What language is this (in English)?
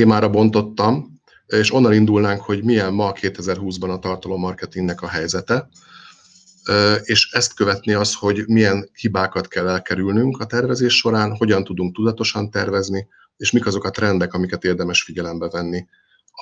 Hungarian